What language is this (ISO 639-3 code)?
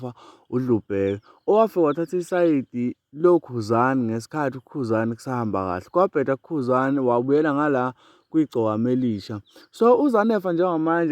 zul